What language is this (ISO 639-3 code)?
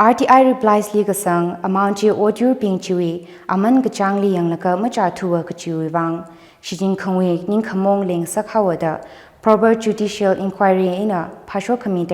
nmf